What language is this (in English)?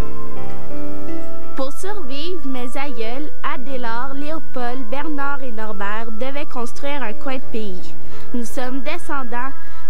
French